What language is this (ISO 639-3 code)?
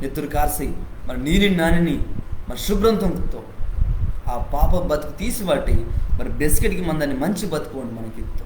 kff